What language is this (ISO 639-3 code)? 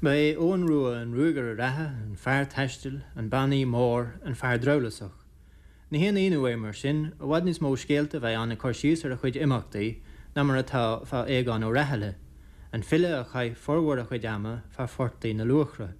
gle